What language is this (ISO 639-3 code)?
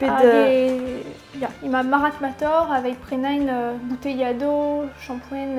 bre